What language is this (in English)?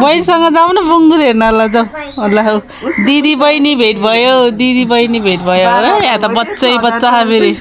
Nepali